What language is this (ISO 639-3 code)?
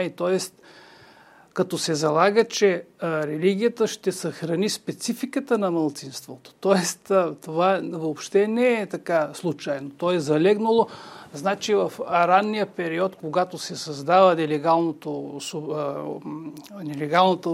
bul